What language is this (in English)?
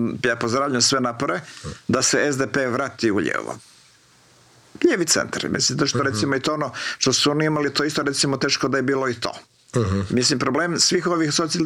Croatian